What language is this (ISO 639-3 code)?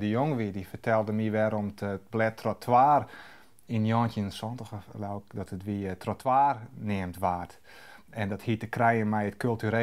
fry